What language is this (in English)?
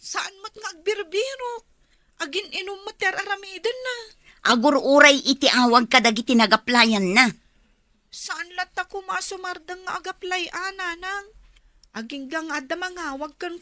Iloko